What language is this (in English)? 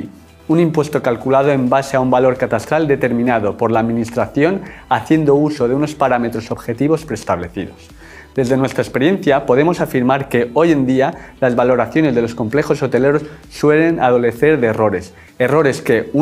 Spanish